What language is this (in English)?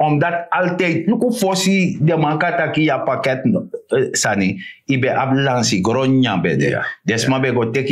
Sranan Tongo